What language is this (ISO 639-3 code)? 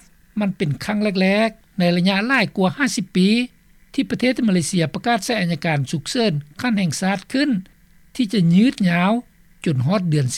lao